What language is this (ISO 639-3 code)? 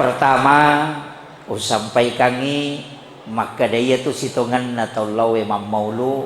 bug